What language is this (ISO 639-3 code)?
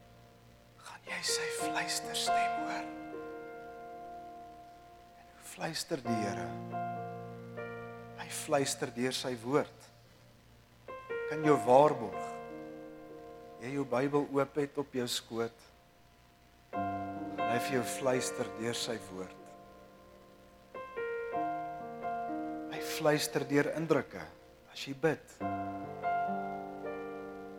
afr